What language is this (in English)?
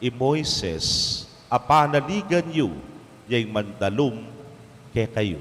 Pampanga